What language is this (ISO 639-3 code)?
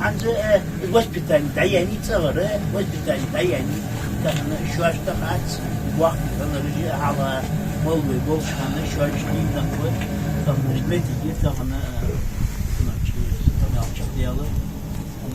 inh